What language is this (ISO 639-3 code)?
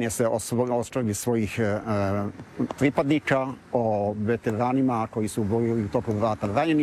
hrv